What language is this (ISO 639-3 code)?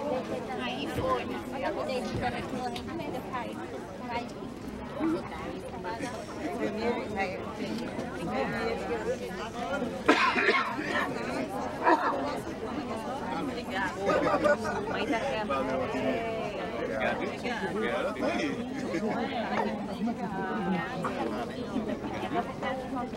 por